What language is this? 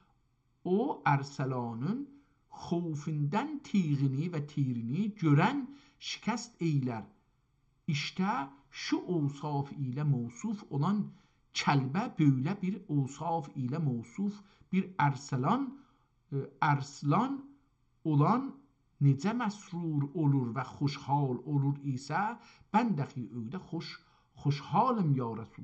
South Azerbaijani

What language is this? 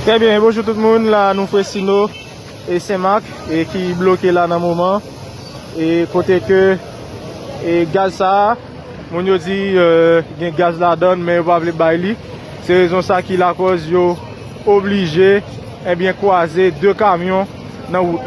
Haitian Creole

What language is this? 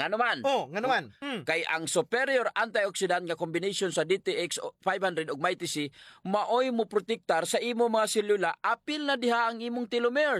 Cebuano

